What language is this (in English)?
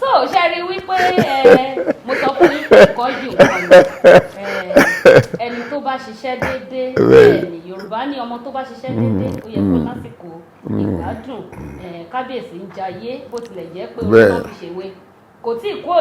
Yoruba